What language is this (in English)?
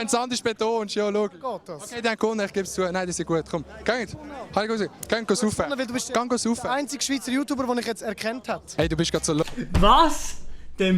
Swiss German